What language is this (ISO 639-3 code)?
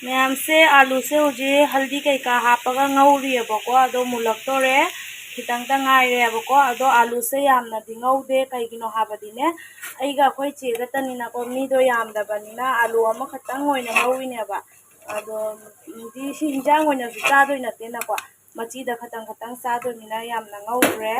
mni